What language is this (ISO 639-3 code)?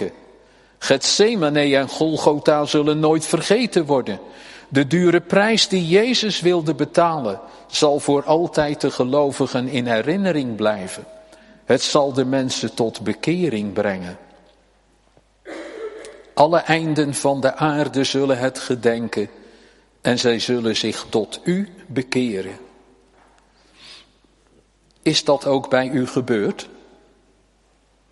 nld